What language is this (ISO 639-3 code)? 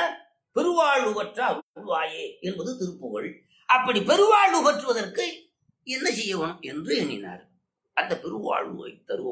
tam